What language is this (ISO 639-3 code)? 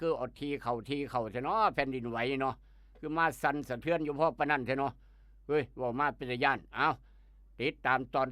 lao